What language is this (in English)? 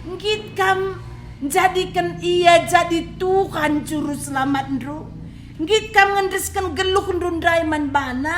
Batak Karo